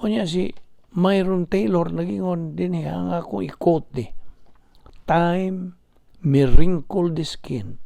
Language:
Cebuano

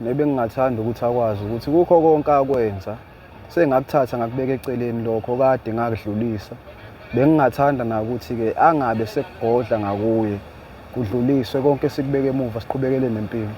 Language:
Zulu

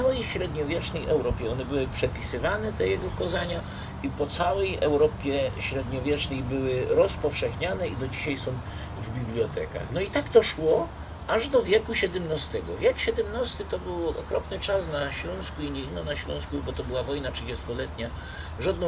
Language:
Silesian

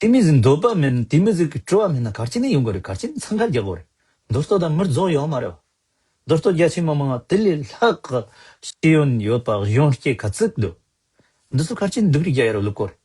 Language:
Tibetan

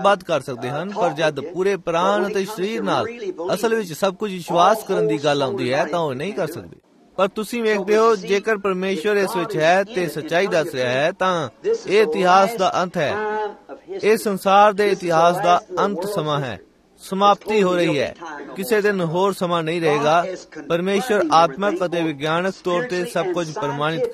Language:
Punjabi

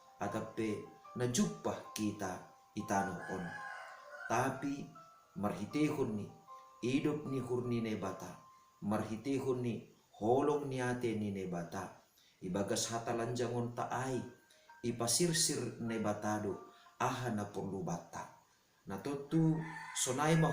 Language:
Batak Simalungun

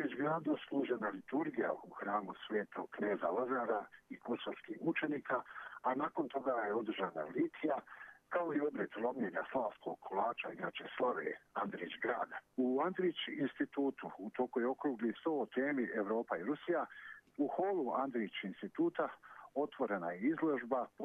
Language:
Croatian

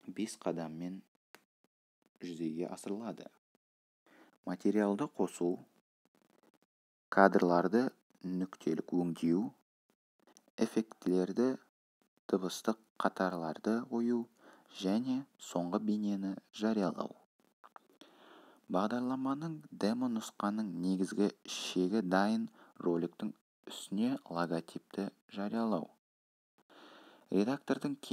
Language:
Kazakh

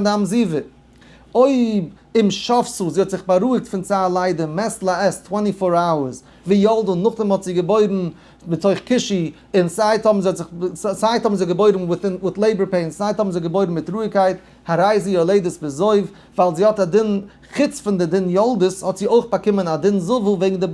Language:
Yiddish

